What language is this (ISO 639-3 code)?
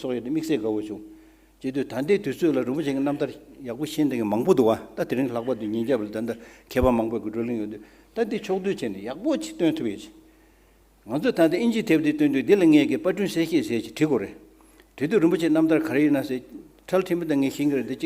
bod